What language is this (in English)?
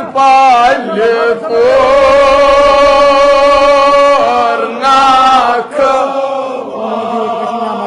Kashmiri